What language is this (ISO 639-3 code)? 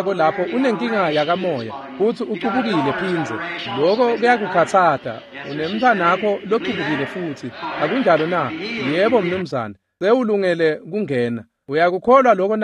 ssw